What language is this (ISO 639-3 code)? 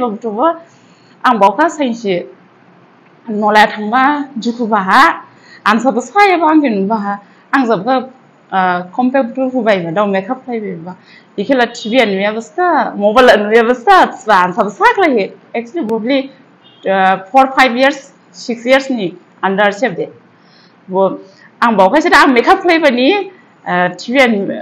dis